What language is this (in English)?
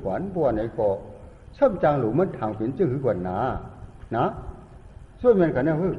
Shan